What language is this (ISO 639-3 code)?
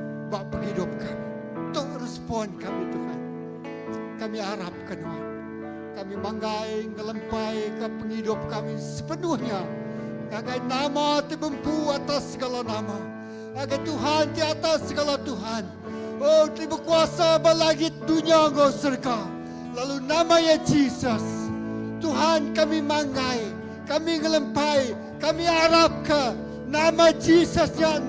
iba